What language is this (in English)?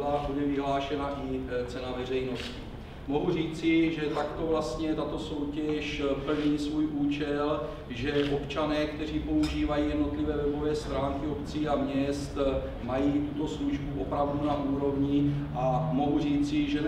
Czech